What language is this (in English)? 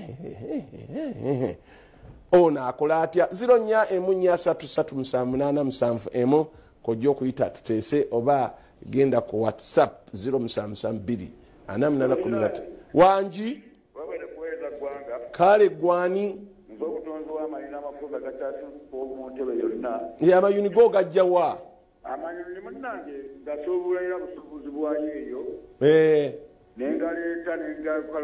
Ganda